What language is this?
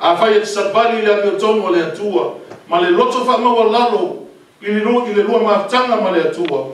Samoan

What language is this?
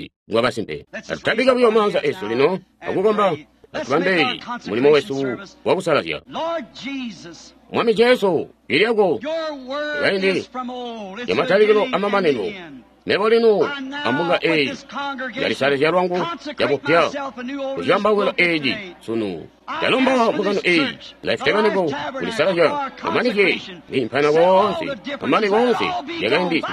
Tonga (Zambia)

